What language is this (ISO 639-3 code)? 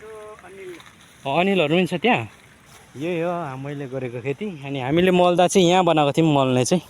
nep